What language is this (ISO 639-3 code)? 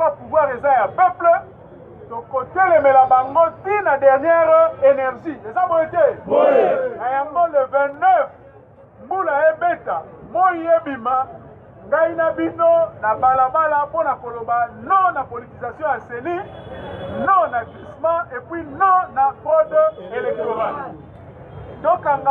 lin